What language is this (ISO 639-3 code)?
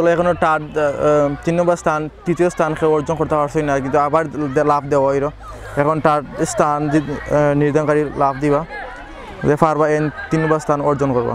syl